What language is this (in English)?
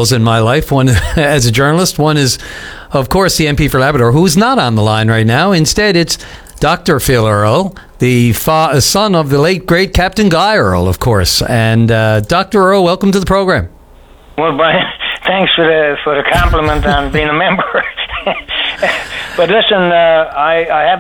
English